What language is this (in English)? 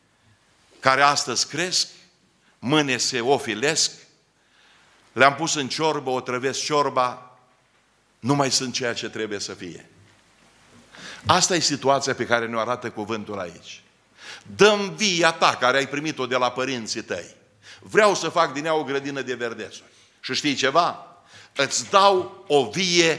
Romanian